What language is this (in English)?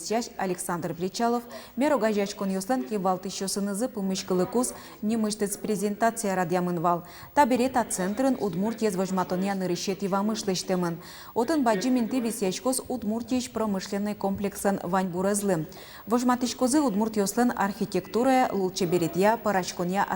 Udmurt